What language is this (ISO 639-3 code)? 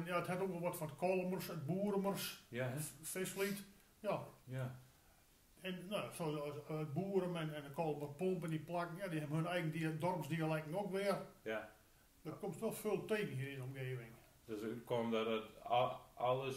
gos